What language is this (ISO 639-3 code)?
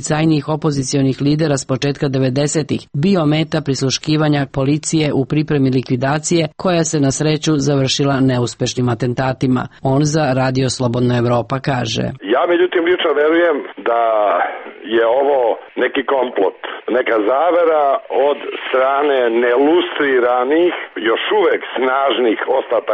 srp